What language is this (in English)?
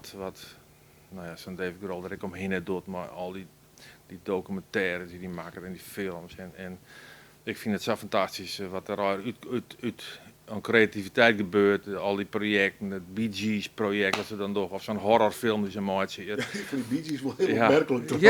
Western Frisian